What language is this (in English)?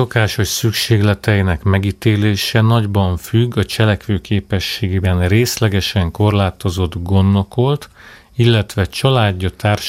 Hungarian